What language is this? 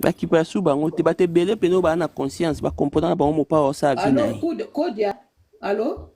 Lingala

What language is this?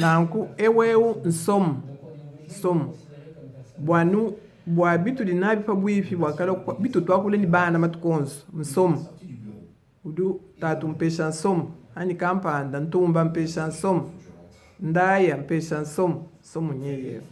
Luba-Lulua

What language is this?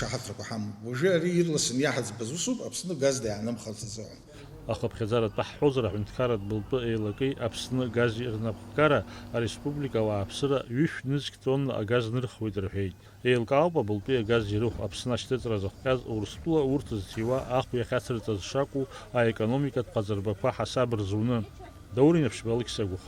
Abkhazian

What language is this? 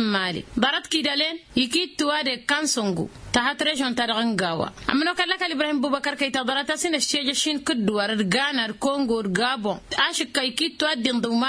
Tamasheq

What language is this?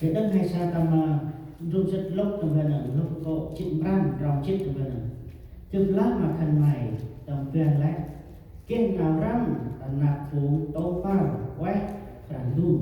Central Mnong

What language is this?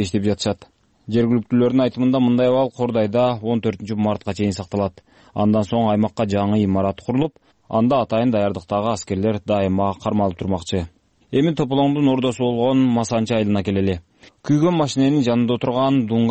Kyrgyz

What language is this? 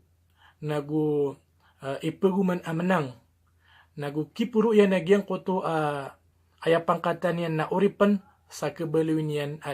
Maranao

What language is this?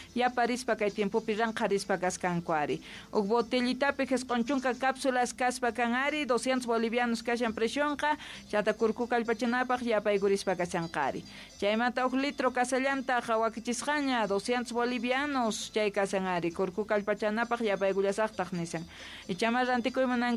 Quechua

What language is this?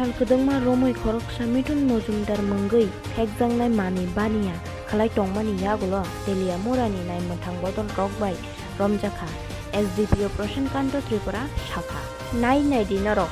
Kok Borok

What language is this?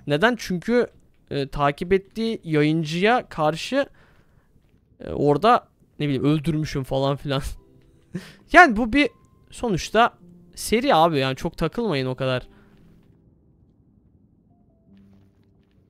Turkish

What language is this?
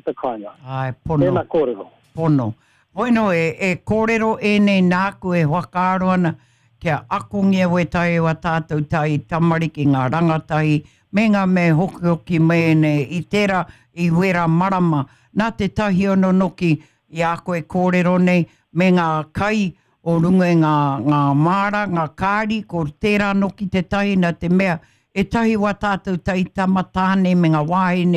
Māori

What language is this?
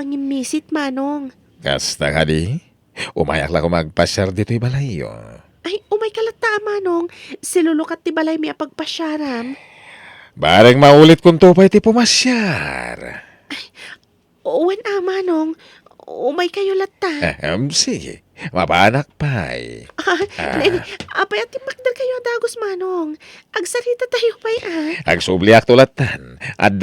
Iloko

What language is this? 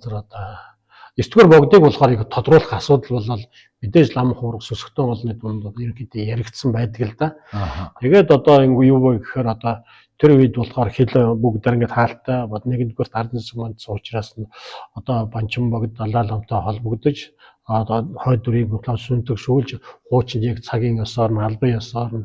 Mongolian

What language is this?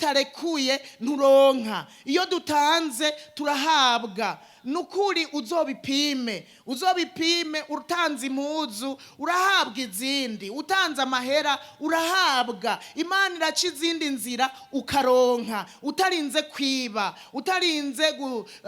Rundi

